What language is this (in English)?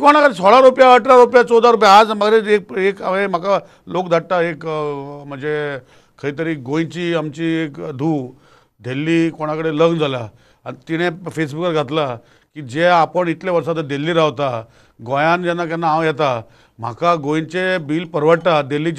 Konkani